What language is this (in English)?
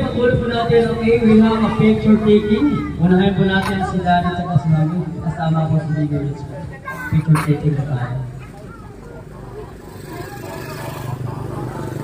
Filipino